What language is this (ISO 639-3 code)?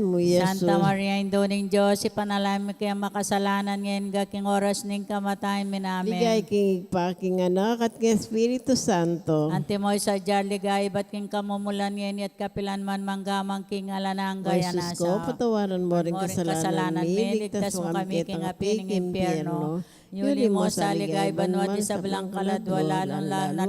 pam